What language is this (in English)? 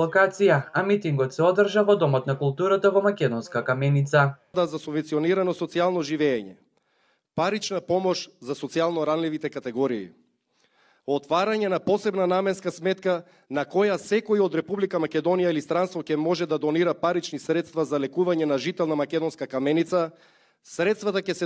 Macedonian